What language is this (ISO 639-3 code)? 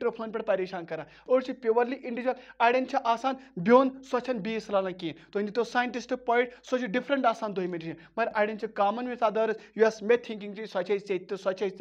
kas